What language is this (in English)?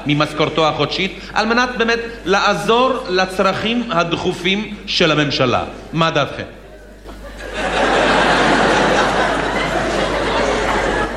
Hebrew